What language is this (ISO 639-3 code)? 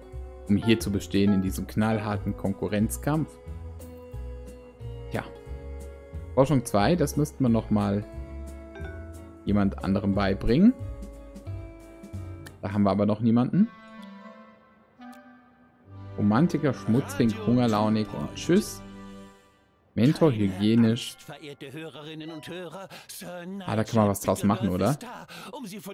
deu